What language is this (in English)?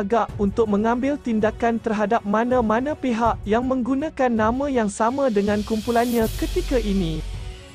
Malay